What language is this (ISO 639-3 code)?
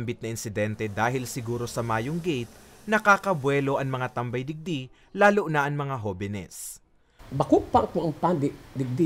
bik